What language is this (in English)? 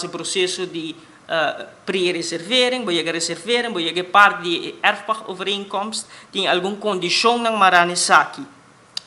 Papiamento